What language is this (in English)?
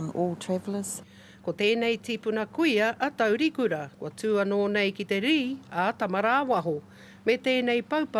Māori